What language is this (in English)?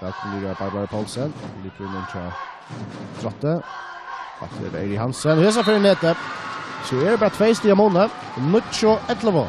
Faroese